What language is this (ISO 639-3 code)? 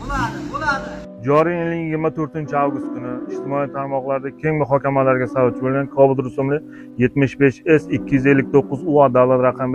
uzb